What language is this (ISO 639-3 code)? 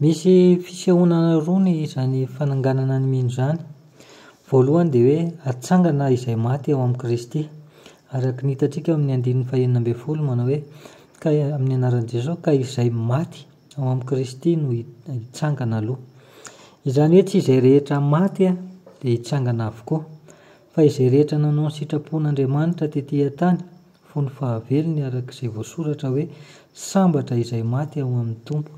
mlg